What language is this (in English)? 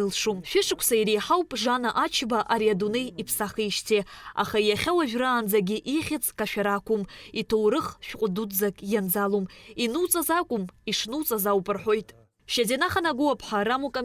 Abkhazian